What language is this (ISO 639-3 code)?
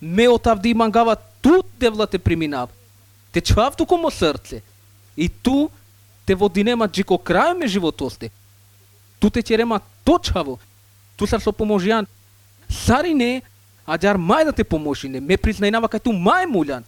mkd